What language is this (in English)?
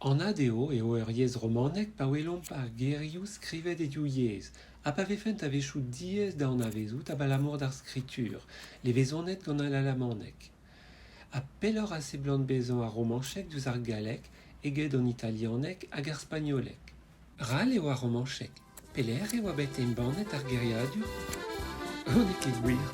Breton